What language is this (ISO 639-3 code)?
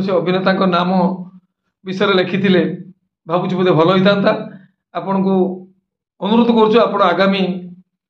ori